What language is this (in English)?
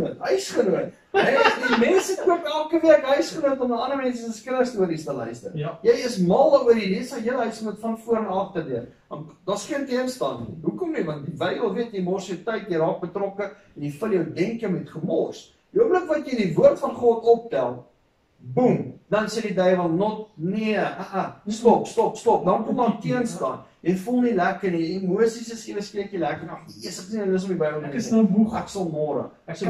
Afrikaans